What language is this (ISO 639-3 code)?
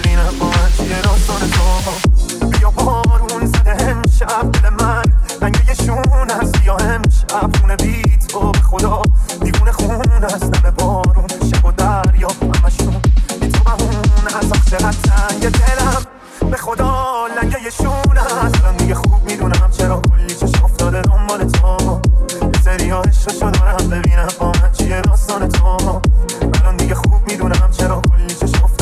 fas